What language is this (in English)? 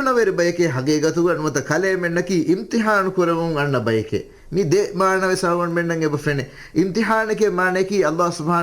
Divehi